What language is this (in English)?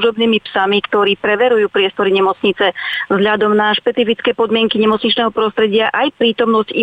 Slovak